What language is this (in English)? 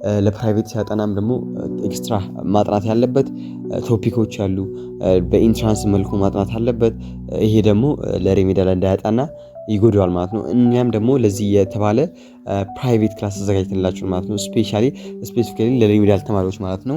Amharic